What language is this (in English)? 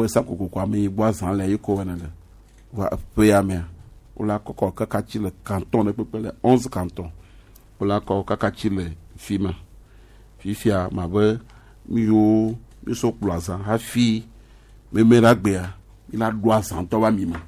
Gen